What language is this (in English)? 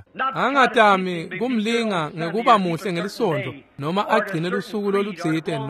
Swati